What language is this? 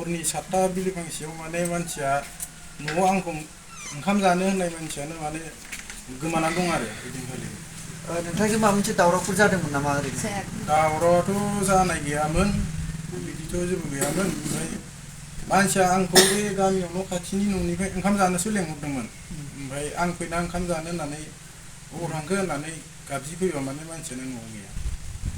Bodo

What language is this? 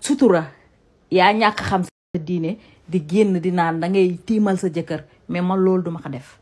Wolof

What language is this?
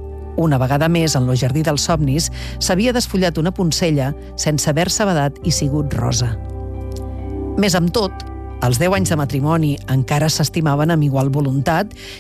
Catalan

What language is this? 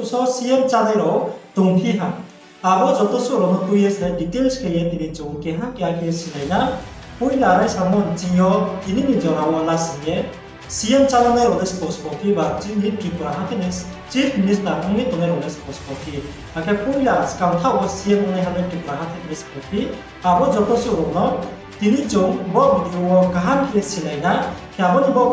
Riang (India)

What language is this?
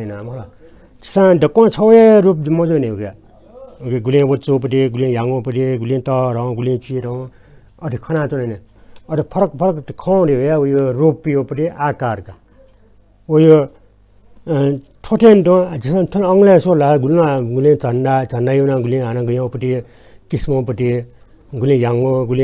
Newari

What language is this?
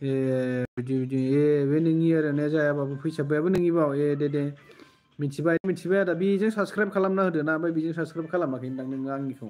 Bodo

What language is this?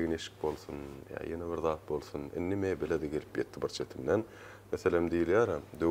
Turkmen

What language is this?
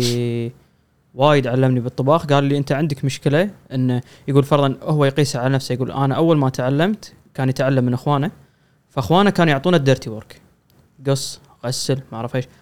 Gulf Arabic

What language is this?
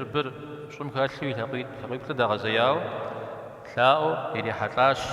Kabardian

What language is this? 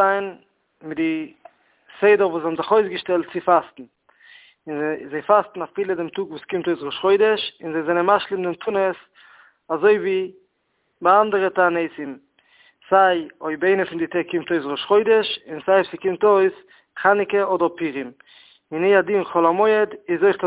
Yiddish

